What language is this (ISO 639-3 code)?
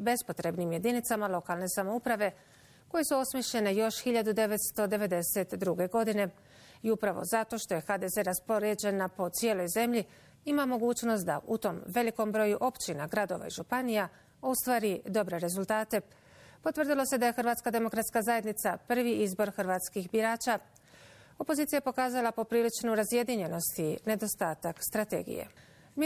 bos